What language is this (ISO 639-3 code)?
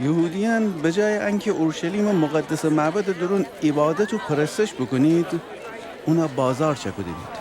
glk